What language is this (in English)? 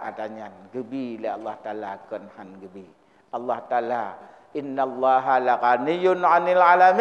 Achinese